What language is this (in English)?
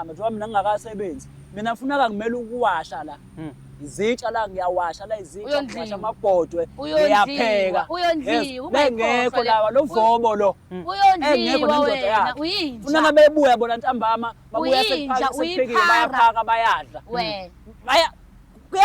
Zulu